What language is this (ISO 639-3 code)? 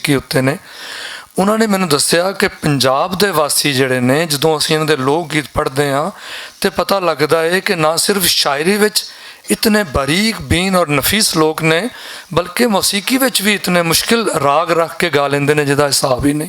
lah